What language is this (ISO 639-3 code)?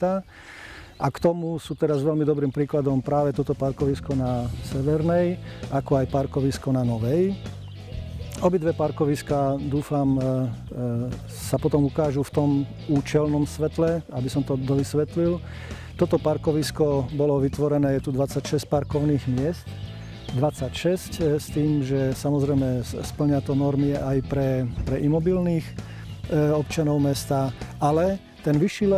slk